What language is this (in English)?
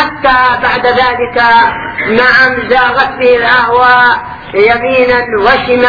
Arabic